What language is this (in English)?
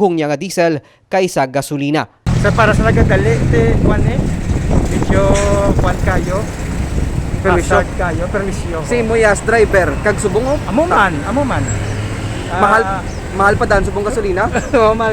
Hiligaynon